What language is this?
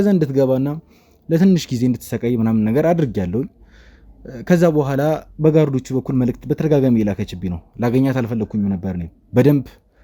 Amharic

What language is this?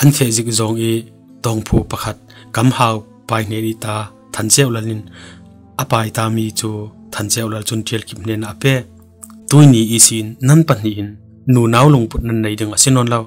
Falam Chin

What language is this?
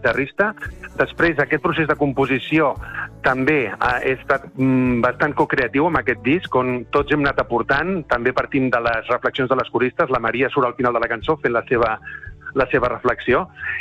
Catalan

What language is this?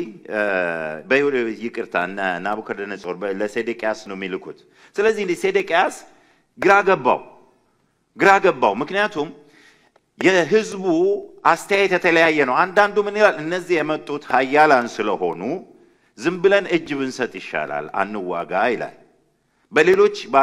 Amharic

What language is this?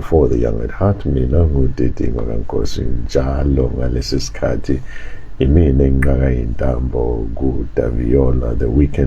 Zulu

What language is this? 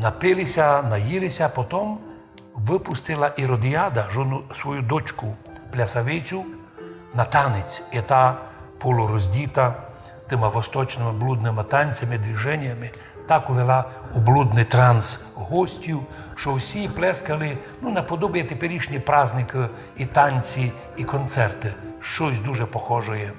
Rusyn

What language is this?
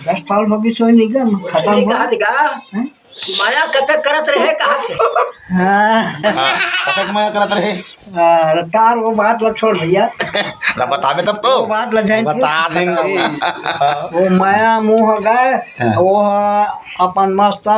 Chhattisgarhi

